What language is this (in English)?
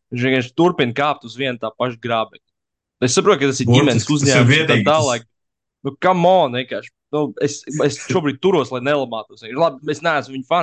Latvian